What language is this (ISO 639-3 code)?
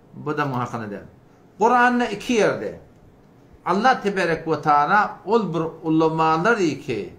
tuk